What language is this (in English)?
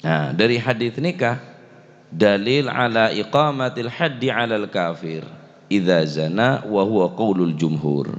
Madurese